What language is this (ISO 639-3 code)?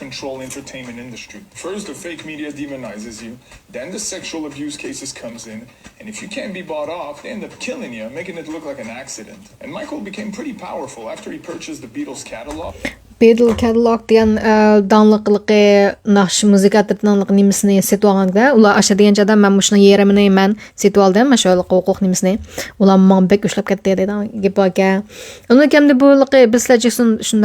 uig